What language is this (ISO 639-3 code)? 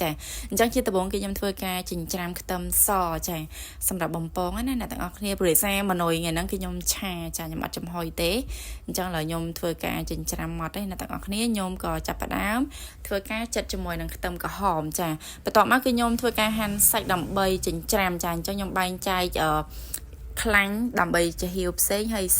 khm